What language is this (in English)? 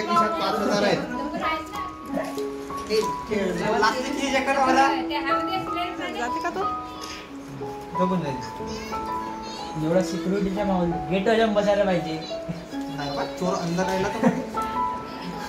Marathi